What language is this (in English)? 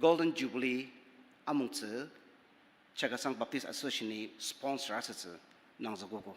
Ao Naga